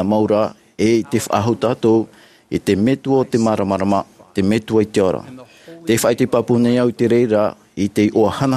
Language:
Tahitian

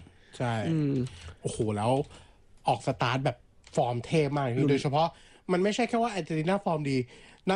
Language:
Thai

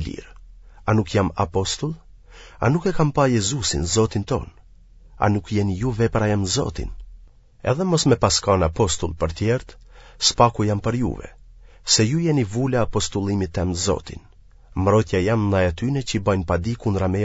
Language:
Albanian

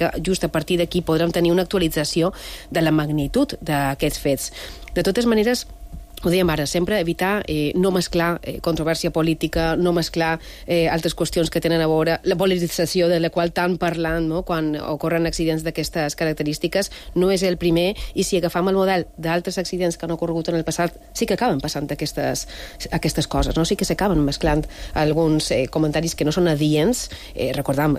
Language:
Catalan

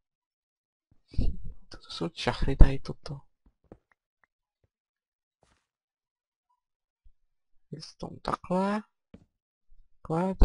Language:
Czech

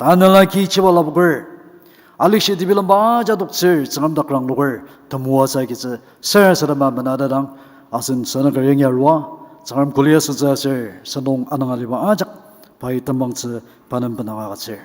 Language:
Ao Naga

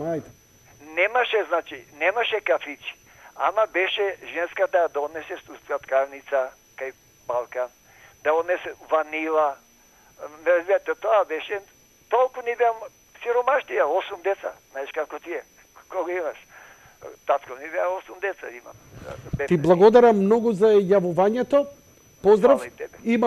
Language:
Macedonian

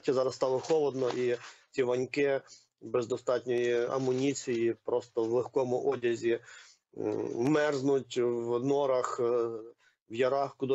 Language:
Ukrainian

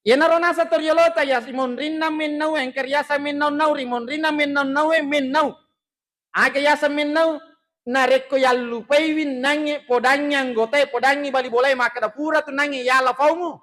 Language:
Buginese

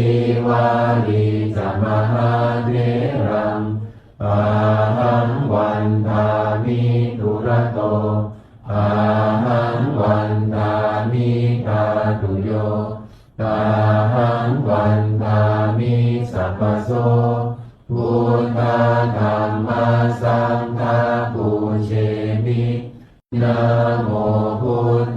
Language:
Pali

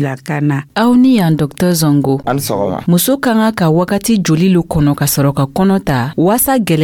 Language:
Dyula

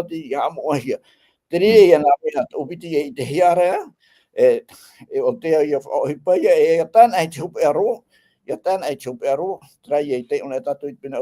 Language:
Tahitian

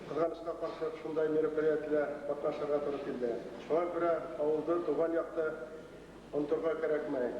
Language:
Bashkir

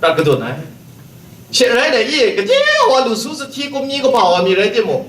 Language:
Kachin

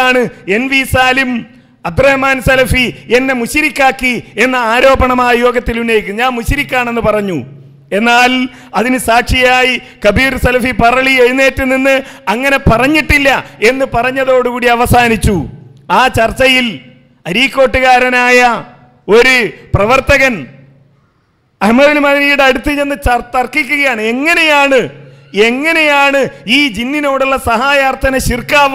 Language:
Malayalam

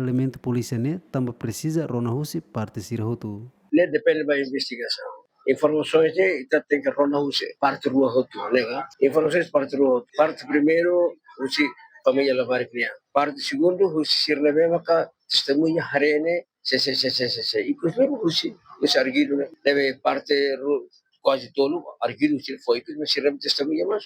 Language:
Tetum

